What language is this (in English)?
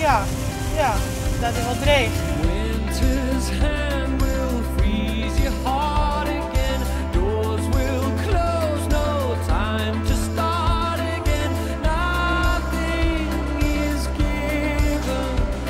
Western Frisian